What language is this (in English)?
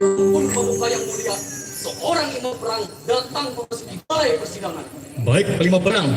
Banjar